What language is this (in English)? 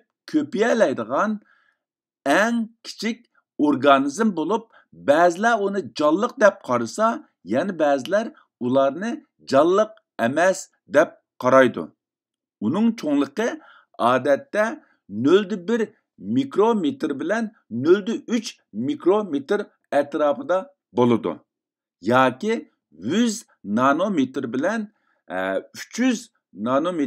Uyghur